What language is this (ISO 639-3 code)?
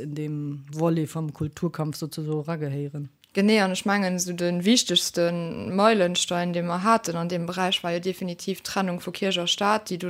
ltz